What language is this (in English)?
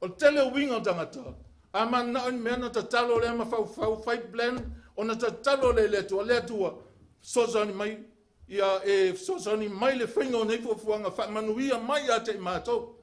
Samoan